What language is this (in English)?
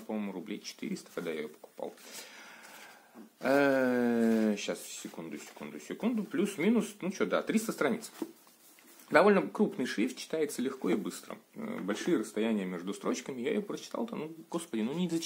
Russian